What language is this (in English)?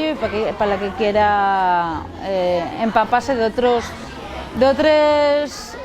Asturian